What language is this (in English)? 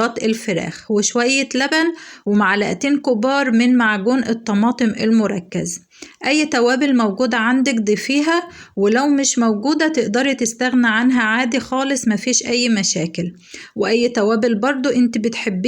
Egyptian Arabic